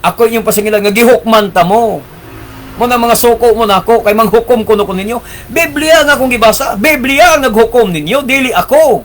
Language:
Cebuano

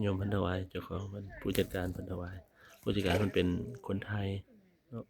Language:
Lao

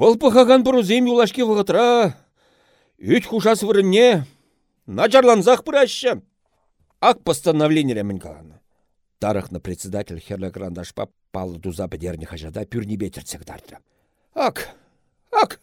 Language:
Chuvash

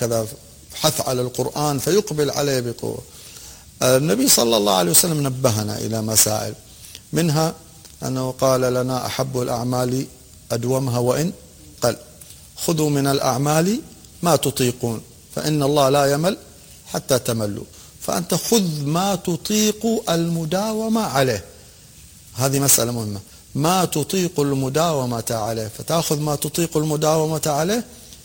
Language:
Arabic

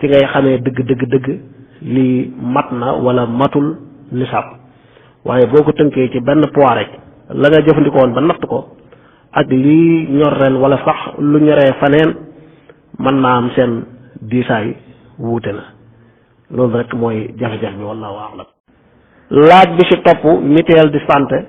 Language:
Wolof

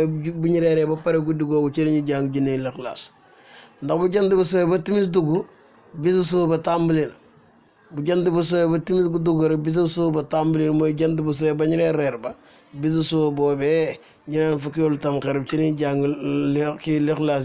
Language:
Wolof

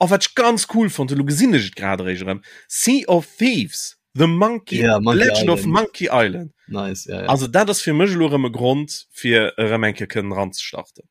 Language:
Luxembourgish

